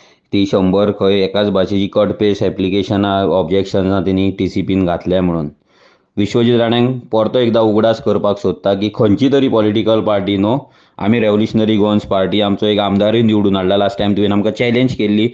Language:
Konkani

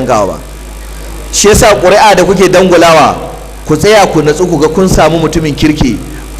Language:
Hausa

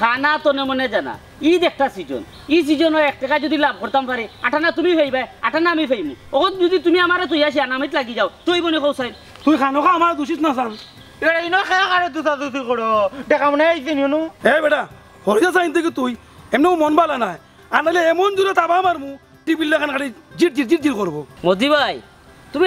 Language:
Sylheti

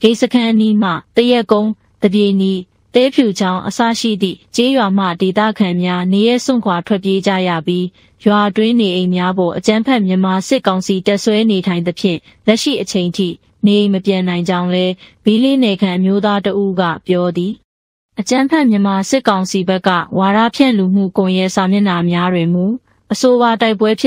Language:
Burmese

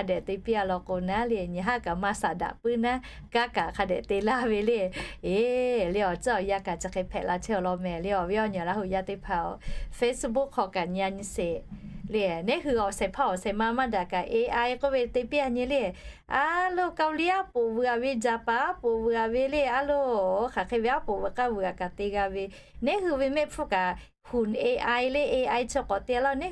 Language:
Lahu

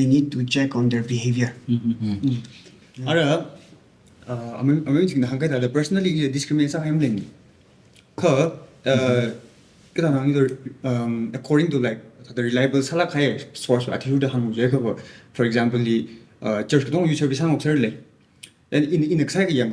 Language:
Tangkhul Naga (India)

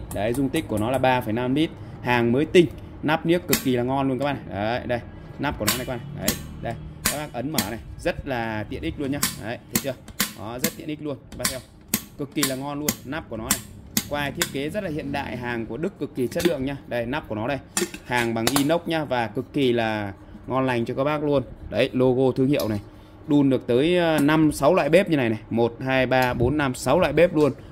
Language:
Vietnamese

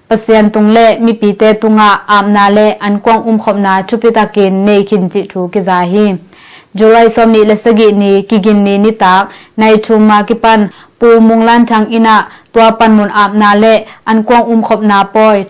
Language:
Tedim Chin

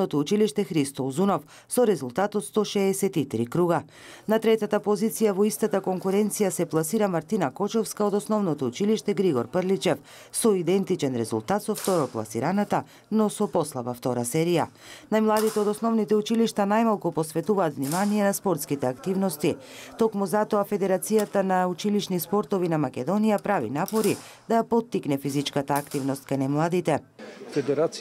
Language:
Macedonian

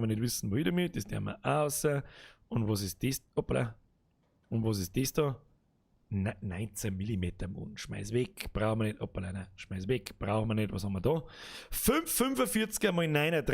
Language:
Bavarian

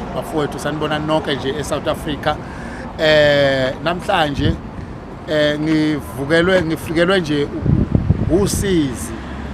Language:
Zulu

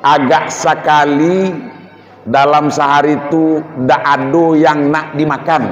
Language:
Minangkabau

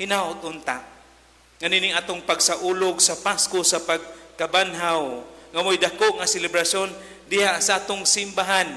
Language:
Cebuano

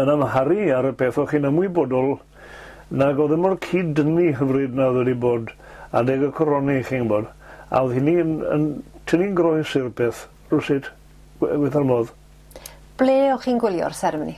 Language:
Welsh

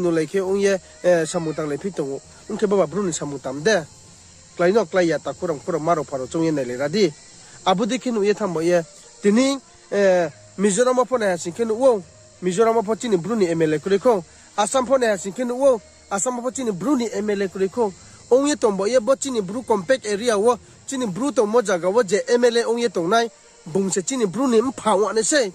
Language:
Riang (India)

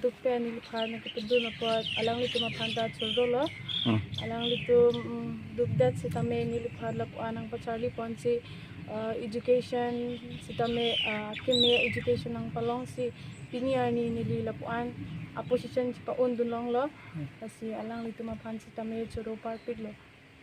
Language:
Karbi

